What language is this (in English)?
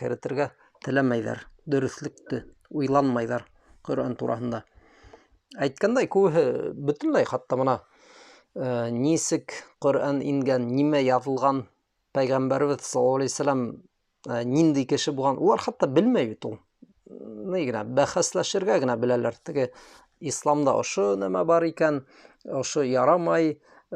Bashkir